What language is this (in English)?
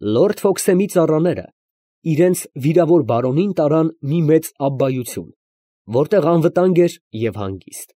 Armenian